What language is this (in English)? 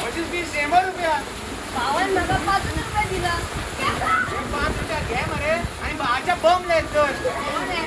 Konkani